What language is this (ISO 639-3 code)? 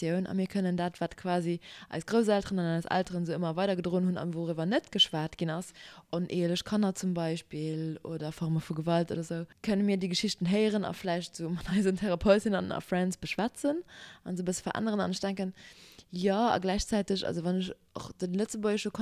ltz